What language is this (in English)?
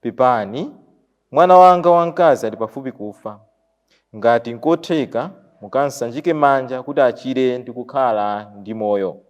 Nyanja